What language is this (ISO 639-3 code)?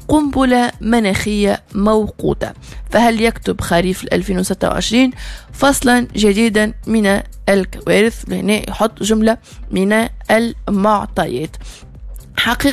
aeb